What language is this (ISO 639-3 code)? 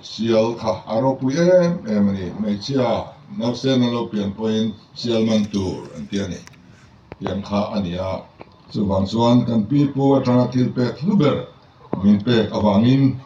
lus